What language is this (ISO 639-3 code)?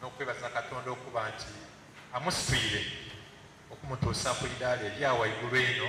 xog